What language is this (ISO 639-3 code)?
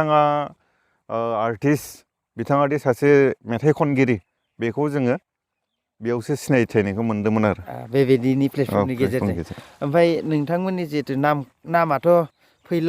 brx